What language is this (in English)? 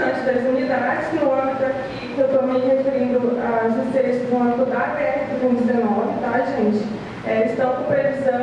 Portuguese